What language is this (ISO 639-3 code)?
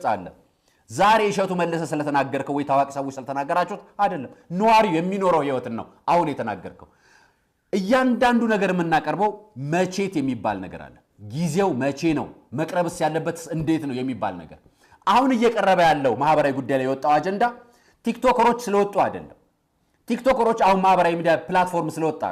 amh